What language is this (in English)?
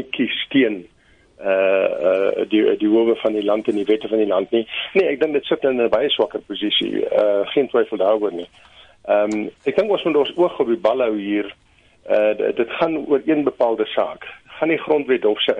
Afrikaans